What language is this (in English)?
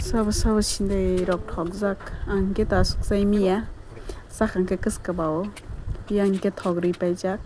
Kok Borok